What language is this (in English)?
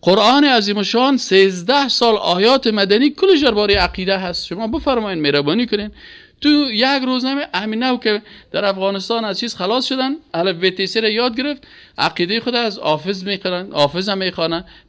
Persian